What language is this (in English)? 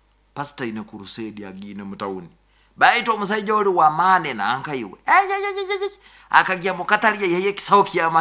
Nyoro